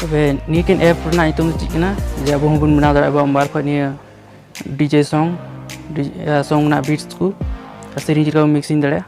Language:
Santali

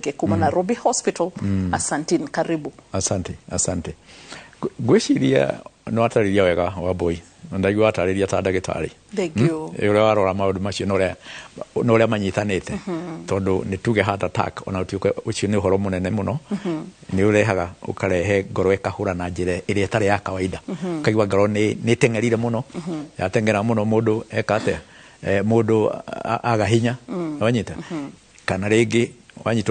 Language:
Kikuyu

